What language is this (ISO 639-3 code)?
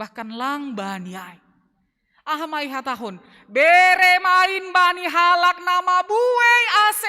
bts